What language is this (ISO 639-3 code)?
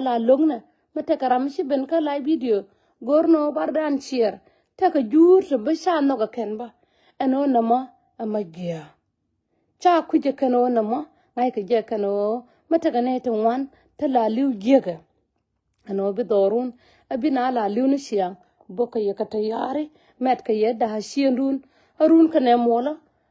nus